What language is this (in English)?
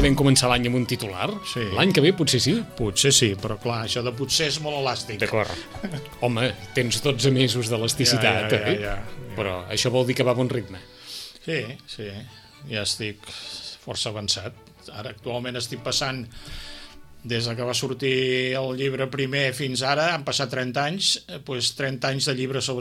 Catalan